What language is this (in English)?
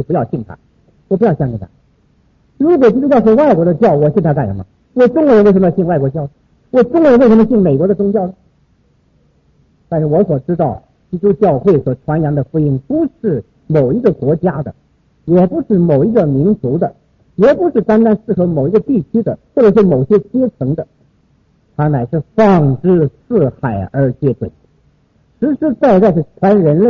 Chinese